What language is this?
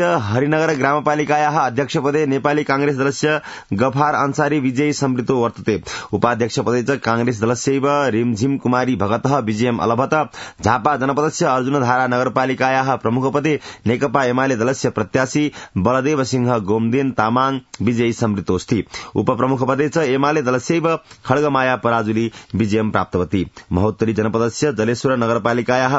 Sanskrit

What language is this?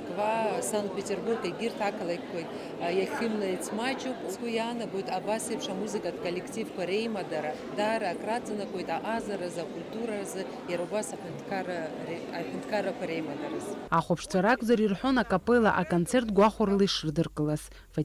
Abkhazian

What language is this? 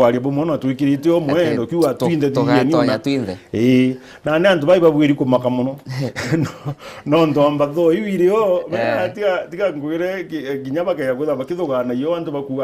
Meru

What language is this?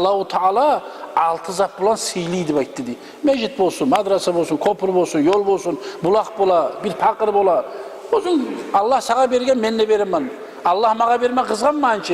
Kumyk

